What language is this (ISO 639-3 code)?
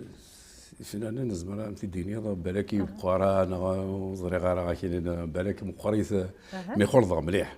kab